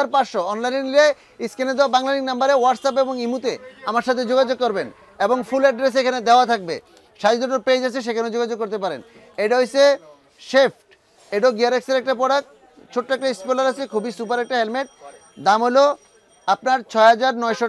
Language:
Bangla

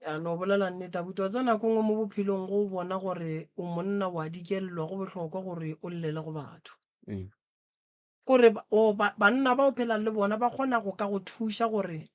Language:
Northern Sotho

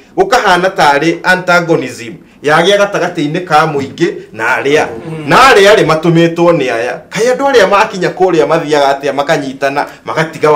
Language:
Kikuyu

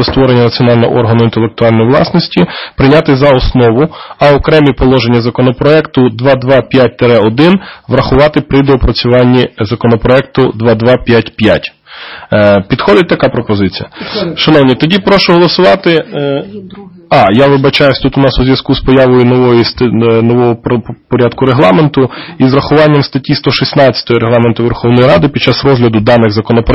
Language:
Ukrainian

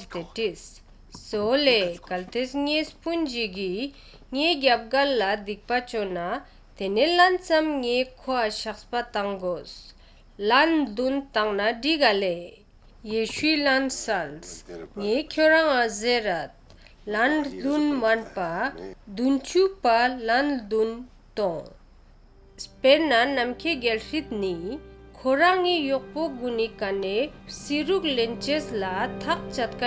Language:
Ladakhi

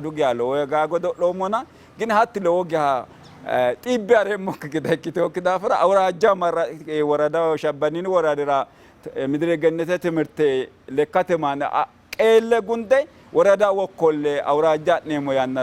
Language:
Sidamo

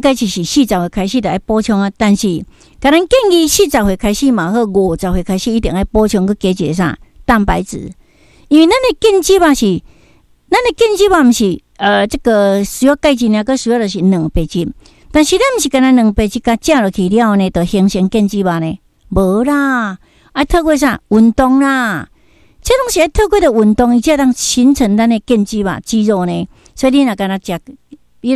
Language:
Min Nan Chinese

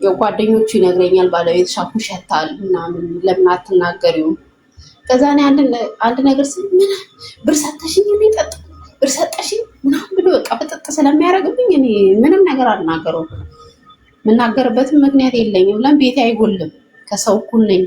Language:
Amharic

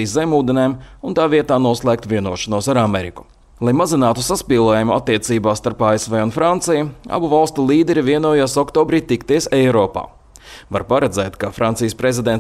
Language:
Latvian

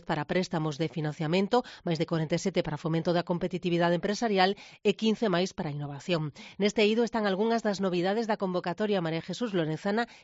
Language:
Galician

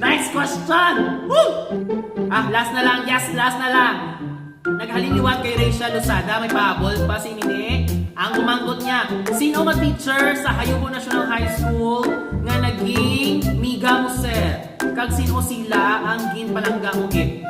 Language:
Hiligaynon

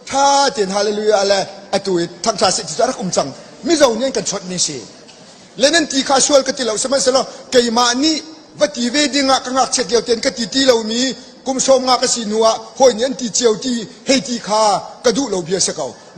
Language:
Hakha Chin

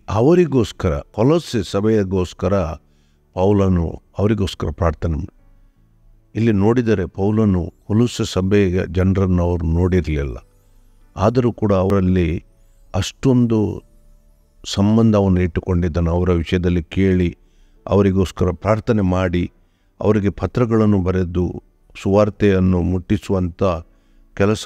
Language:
Kannada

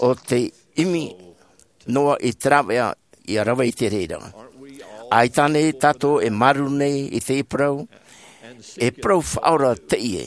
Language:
Tahitian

